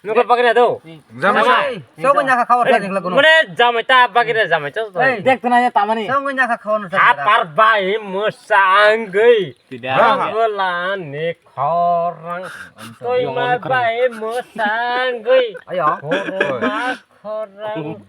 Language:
Kok Borok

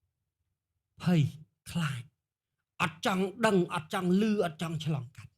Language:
Khmer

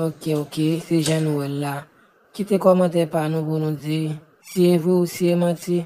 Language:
Haitian Creole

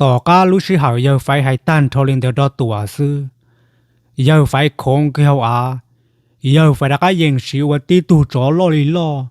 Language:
Hmong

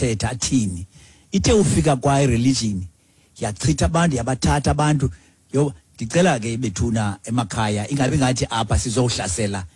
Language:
Xhosa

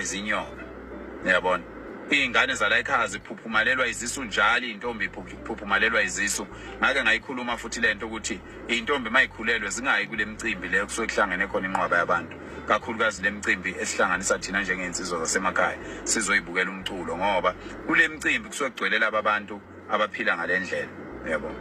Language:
Zulu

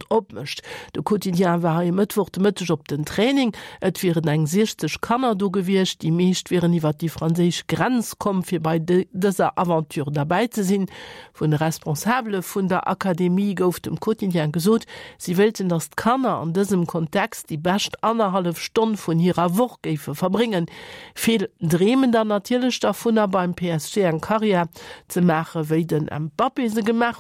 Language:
Luxembourgish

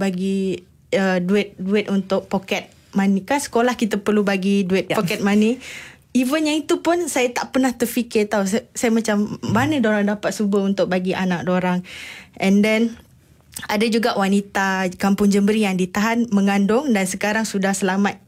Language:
Malay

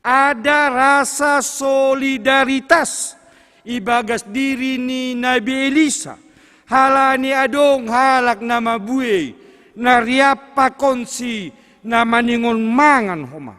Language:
Batak Simalungun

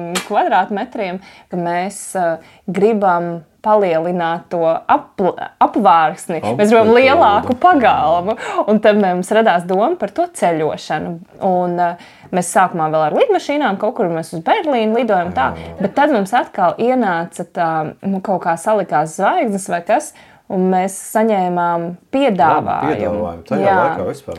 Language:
Latvian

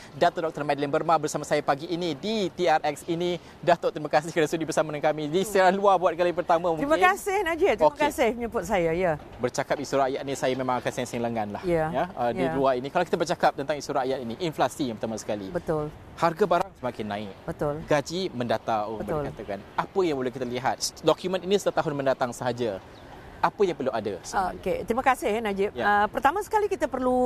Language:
Malay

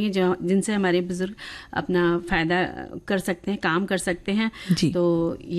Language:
Hindi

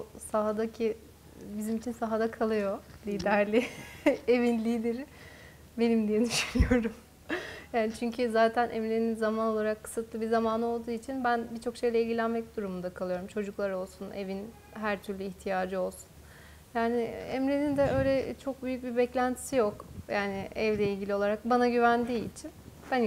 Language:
Turkish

